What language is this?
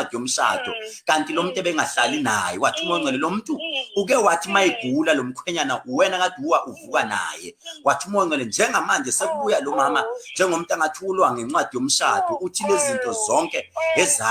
Zulu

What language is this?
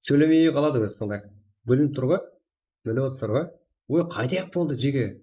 Kara-Kalpak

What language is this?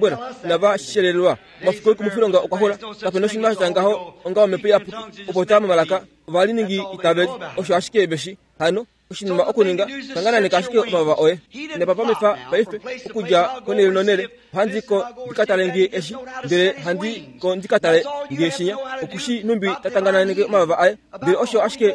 Kuanyama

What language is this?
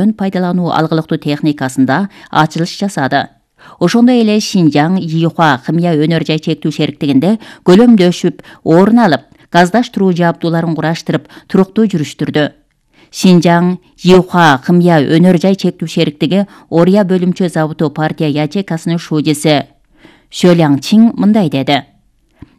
Kyrgyz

